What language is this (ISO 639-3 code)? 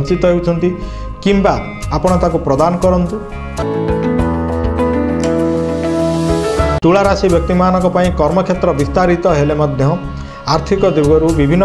ori